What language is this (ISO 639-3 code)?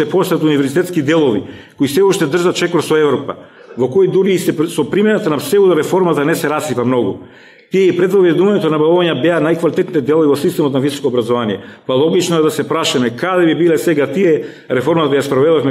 mkd